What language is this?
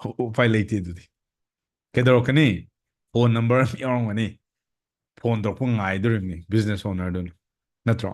Manipuri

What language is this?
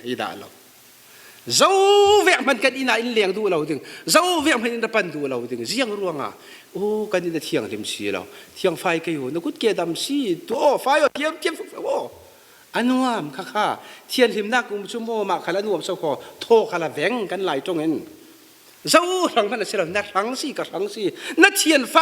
Falam Chin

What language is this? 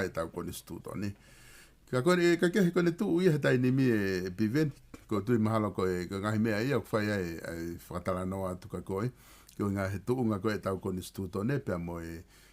Tongan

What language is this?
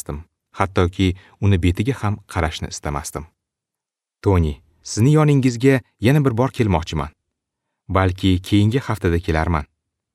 Uzbek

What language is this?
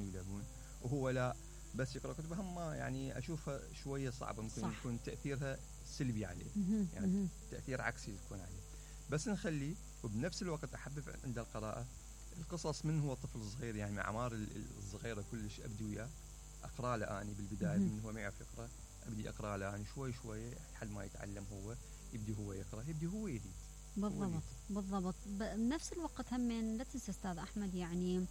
Mesopotamian Arabic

